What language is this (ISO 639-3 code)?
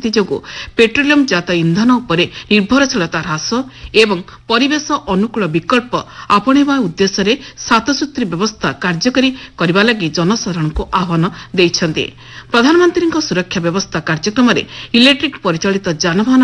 ori